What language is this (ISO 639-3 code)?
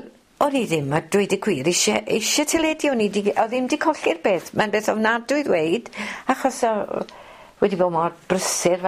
cym